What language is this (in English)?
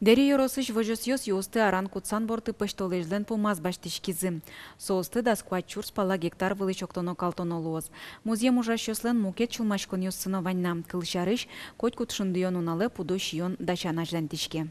Udmurt